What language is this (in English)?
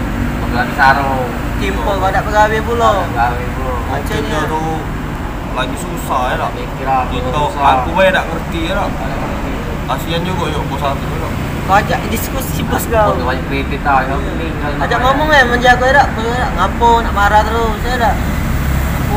Musi